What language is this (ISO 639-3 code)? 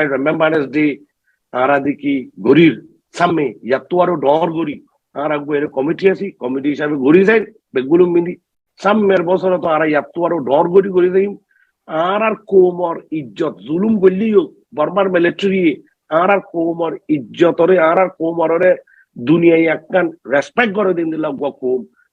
rhg